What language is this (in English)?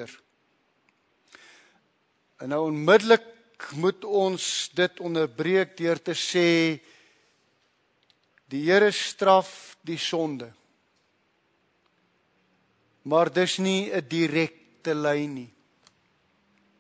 Afrikaans